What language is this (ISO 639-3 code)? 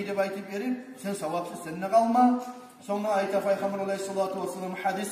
kum